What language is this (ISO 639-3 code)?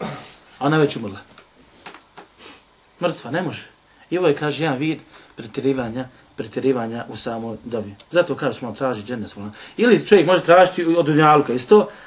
bos